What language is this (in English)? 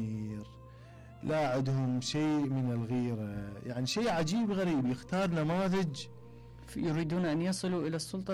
Mesopotamian Arabic